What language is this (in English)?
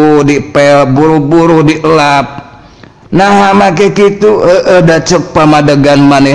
Sundanese